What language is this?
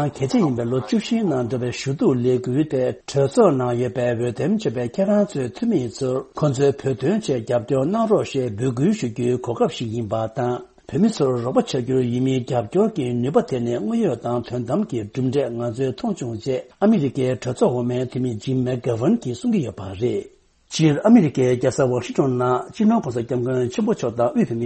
Tibetan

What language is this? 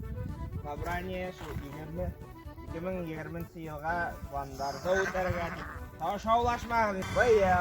Bashkir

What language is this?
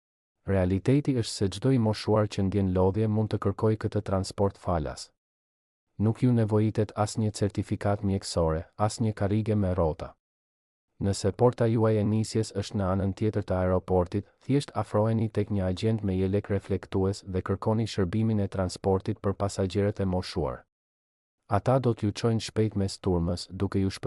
Albanian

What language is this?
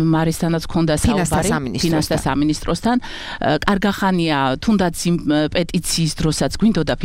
Georgian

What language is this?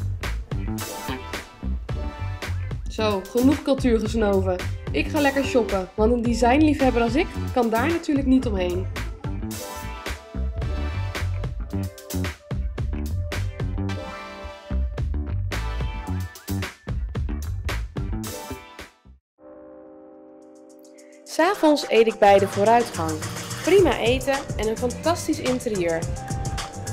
Dutch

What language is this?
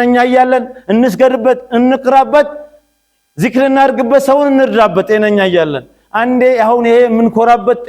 Amharic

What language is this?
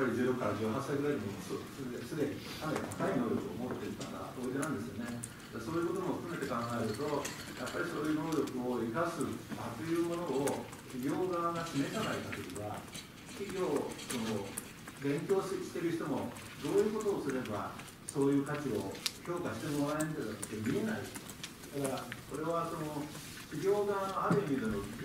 Japanese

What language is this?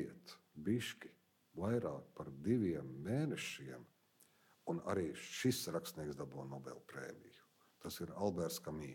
Latvian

